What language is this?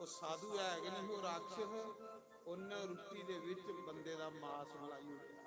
Dogri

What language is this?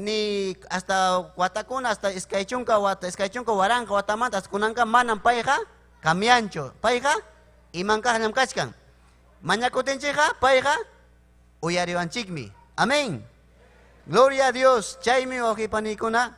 Ayacucho Quechua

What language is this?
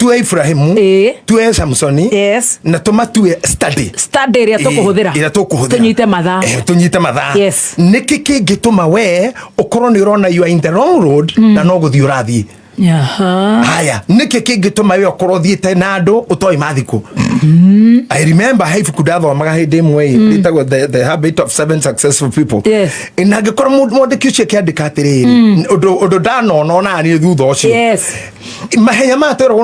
Kikuyu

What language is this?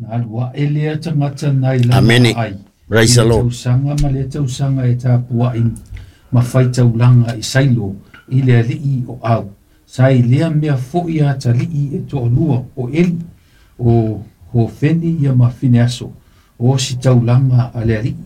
Samoan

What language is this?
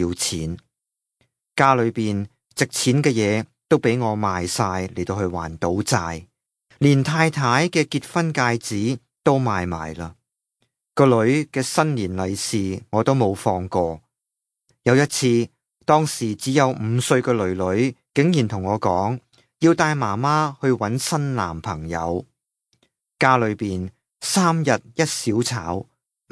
Cantonese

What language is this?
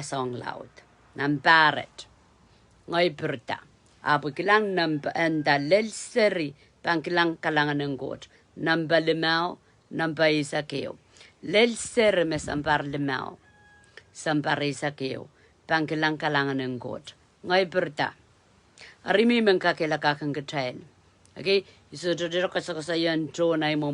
Pohnpeian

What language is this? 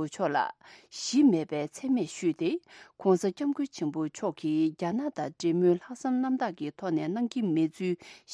Tibetan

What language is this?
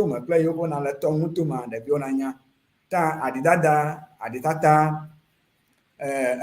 Ewe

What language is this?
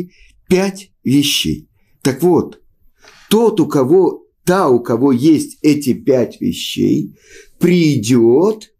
Russian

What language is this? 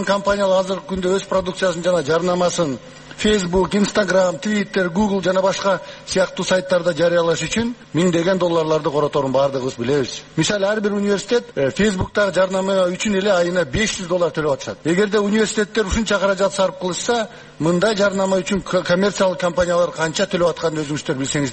Kyrgyz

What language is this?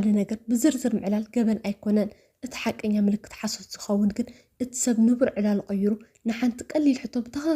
Tigrinya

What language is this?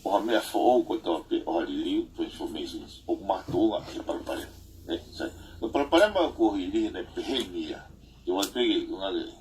Tongan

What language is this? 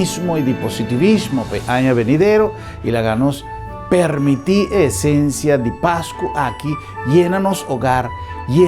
Papiamento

